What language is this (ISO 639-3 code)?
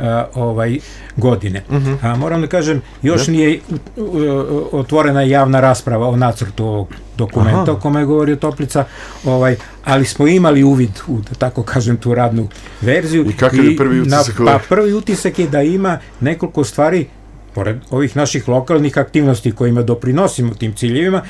srp